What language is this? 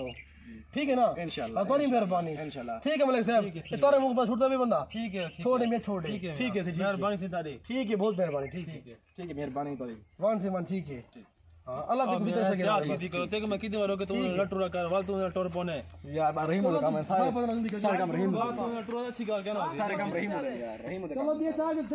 Saraiki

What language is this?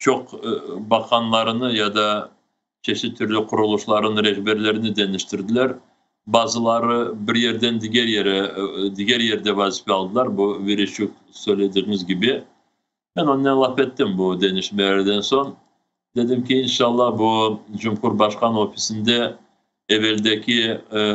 Crimean Tatar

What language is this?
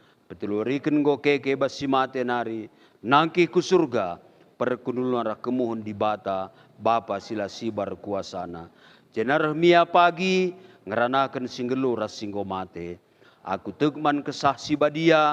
Batak Karo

